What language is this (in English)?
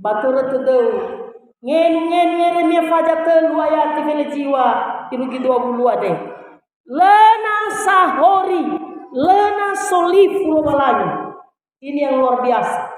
Nias